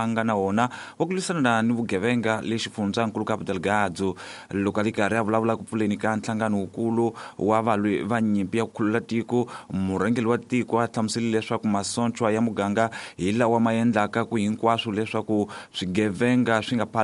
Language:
Tsonga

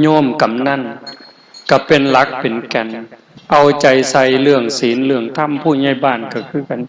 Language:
Northeastern Thai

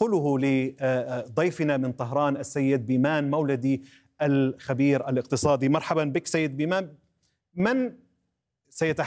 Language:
Arabic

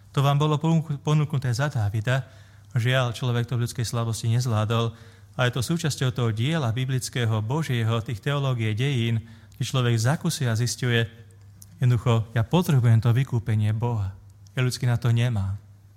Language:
Slovak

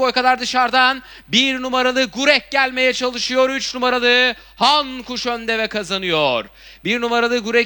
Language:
Turkish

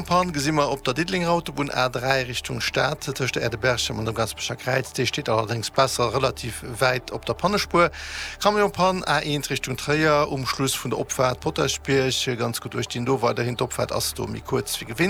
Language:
Luxembourgish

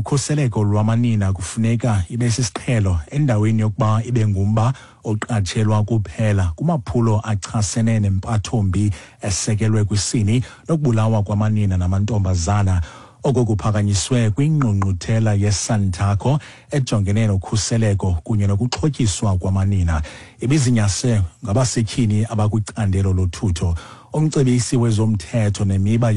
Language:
Xhosa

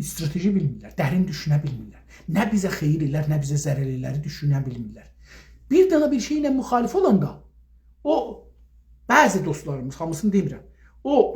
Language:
South Azerbaijani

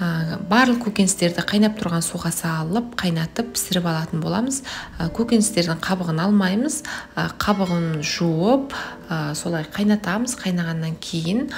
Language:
Kazakh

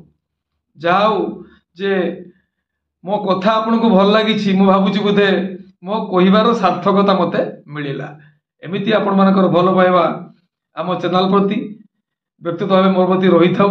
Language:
Odia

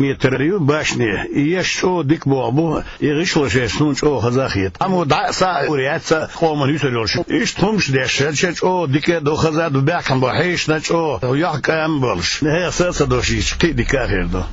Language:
Chechen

